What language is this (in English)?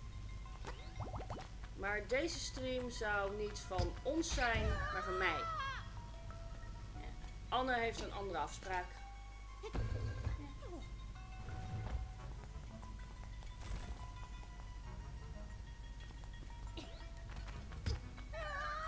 Dutch